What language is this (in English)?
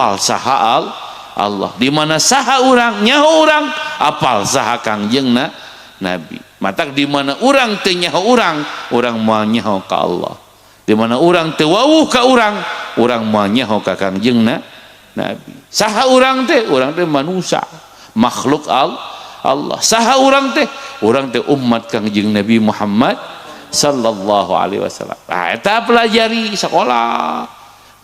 Sundanese